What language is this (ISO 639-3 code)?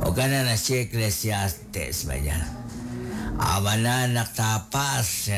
kek